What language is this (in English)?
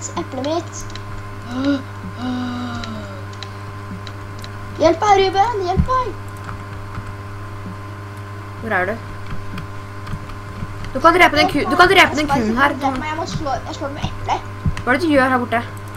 Norwegian